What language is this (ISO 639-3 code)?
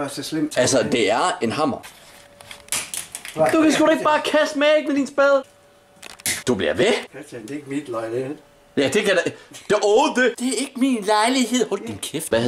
dan